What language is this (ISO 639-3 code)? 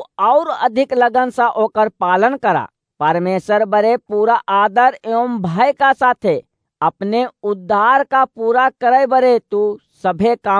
awa